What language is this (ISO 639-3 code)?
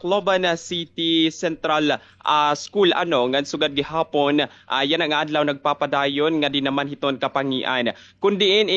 war